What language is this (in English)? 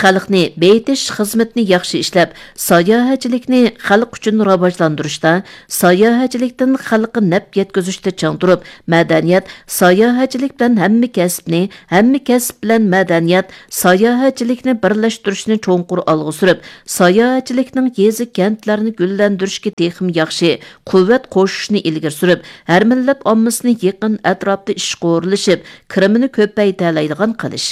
Uyghur